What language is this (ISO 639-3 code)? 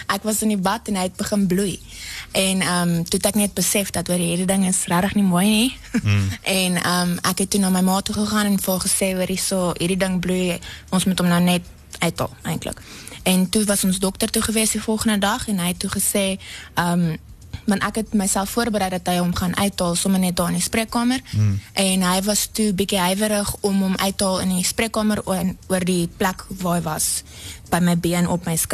afr